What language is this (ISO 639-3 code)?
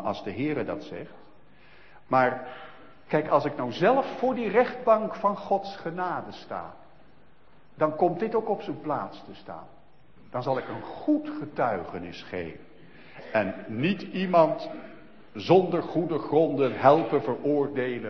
nld